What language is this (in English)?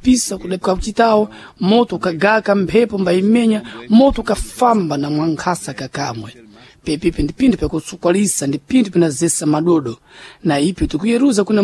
Sena